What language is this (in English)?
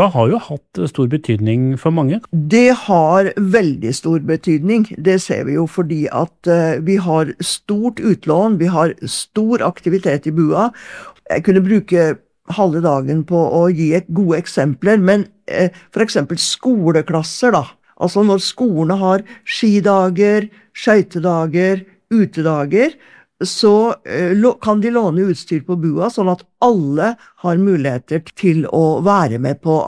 Norwegian